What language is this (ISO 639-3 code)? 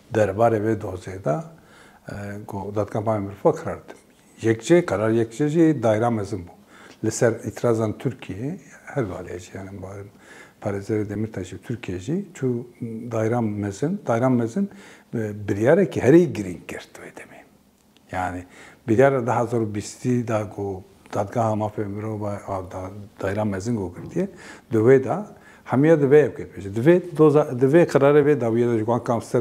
kur